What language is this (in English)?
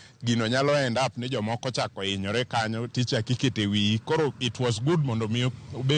Luo (Kenya and Tanzania)